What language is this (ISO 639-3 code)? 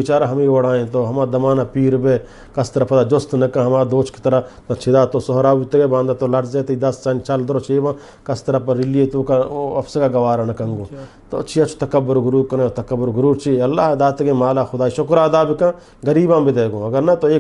bgp